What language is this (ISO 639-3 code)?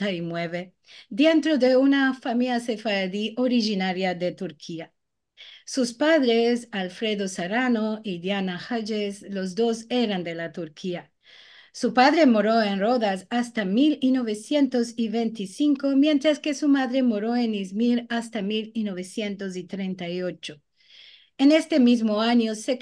lad